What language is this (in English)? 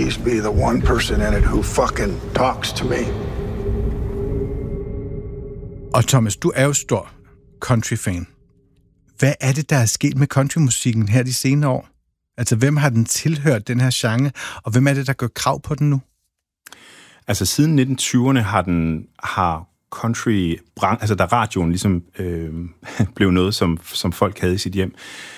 Danish